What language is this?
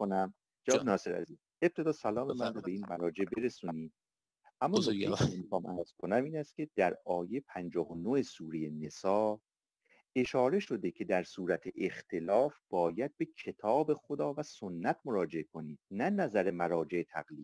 Persian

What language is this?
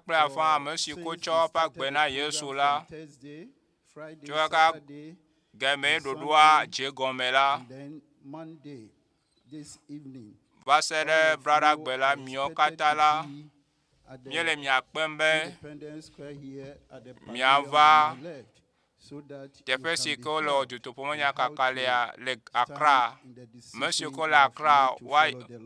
Ewe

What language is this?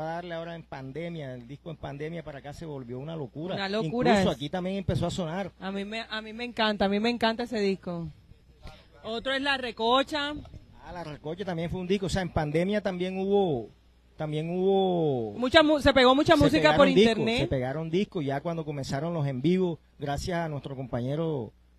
Spanish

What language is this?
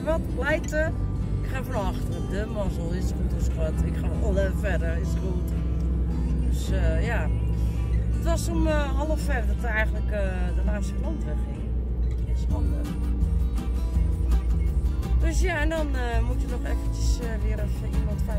Dutch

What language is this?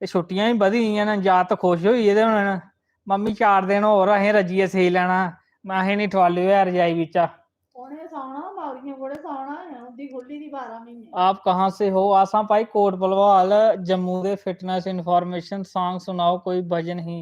Dogri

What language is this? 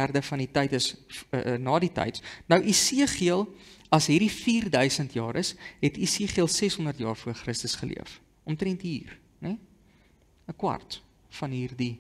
Afrikaans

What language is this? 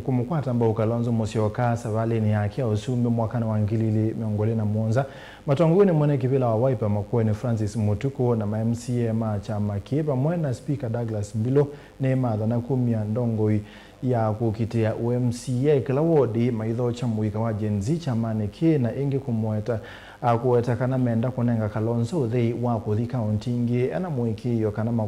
Kamba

